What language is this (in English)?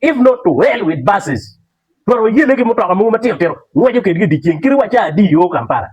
Acoli